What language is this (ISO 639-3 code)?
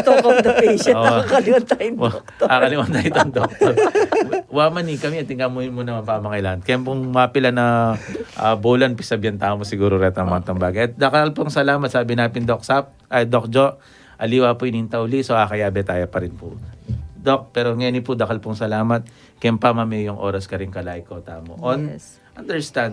pam